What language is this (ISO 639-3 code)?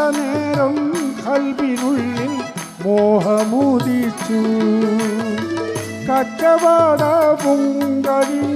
mal